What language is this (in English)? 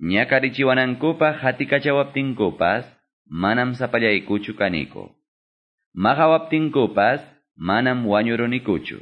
Quechua